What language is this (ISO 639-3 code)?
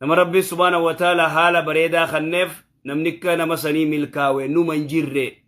orm